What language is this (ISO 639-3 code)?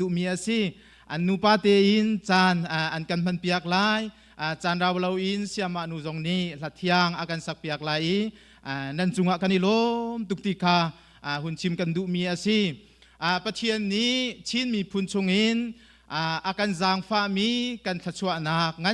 cnh